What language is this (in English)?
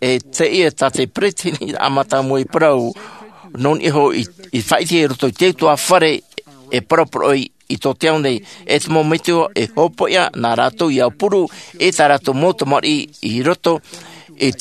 Tahitian